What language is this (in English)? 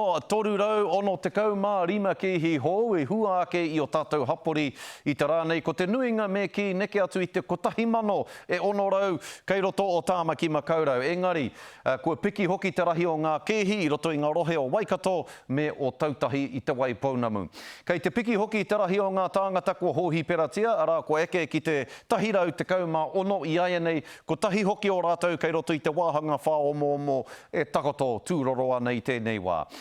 Māori